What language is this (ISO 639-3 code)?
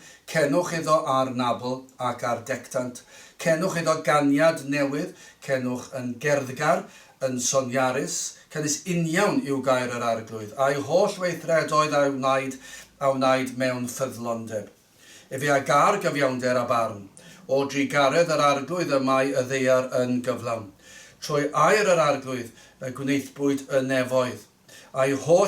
cym